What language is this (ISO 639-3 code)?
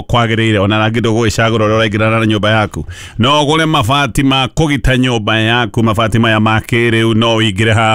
kik